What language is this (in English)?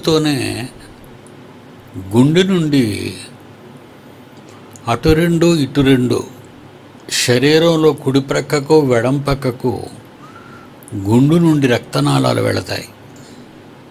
Telugu